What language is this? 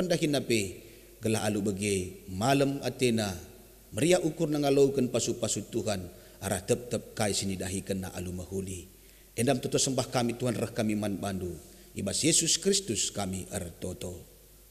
Batak Karo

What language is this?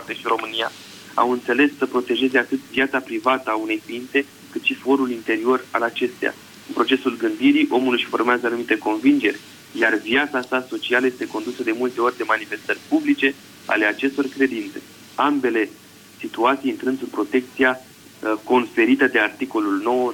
Romanian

